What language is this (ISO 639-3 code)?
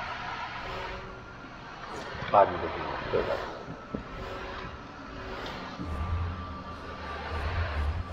hin